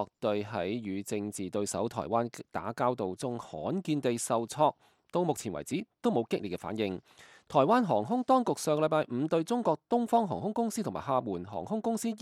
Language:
Cantonese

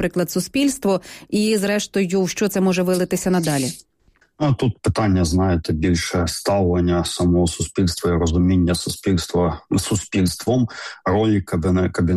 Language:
Ukrainian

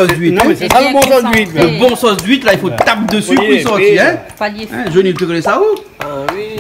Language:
Réunion Creole French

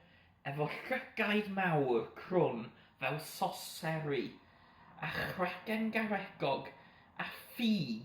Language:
Welsh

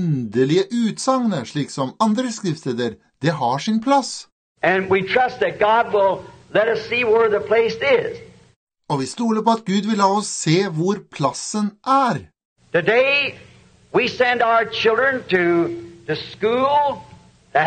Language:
Norwegian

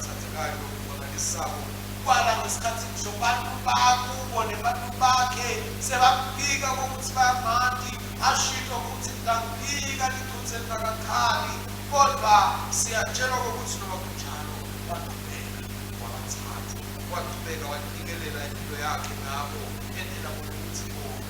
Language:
Swati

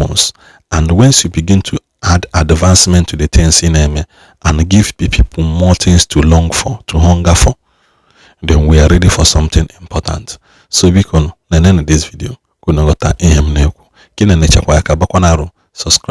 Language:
Igbo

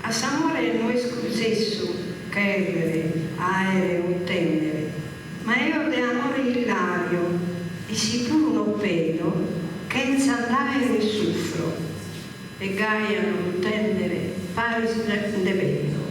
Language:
Sardinian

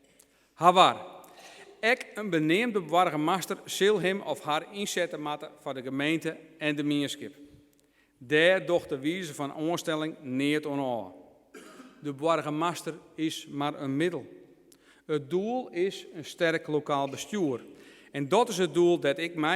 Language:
Western Frisian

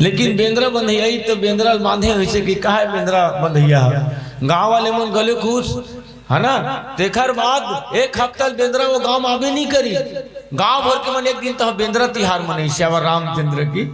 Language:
Chhattisgarhi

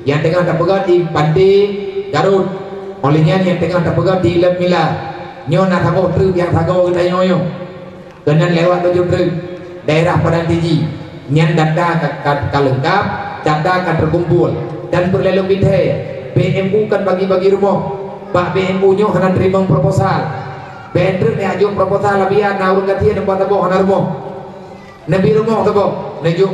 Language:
Achinese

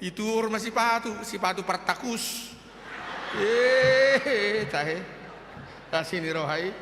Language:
Batak Toba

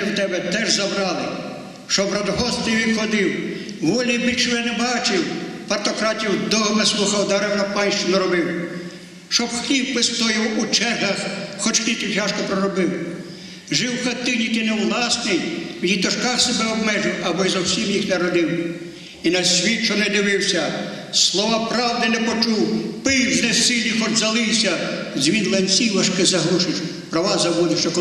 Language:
Ukrainian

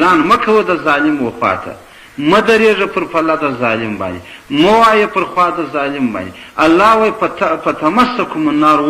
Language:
Pashto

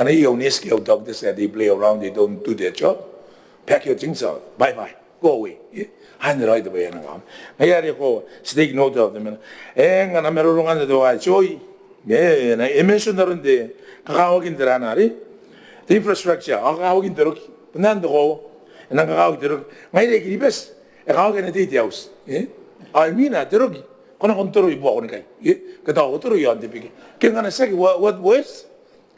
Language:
Gilbertese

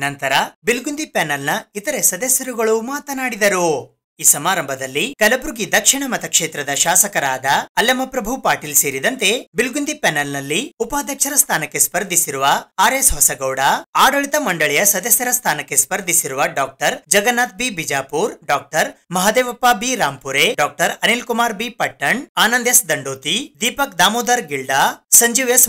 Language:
Kannada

